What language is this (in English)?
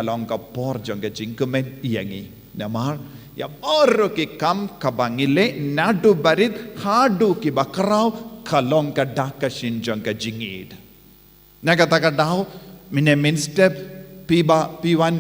Khasi